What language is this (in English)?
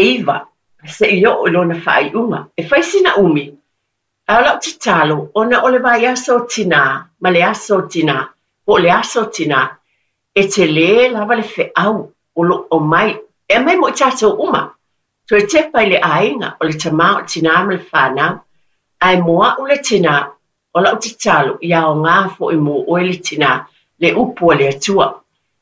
Samoan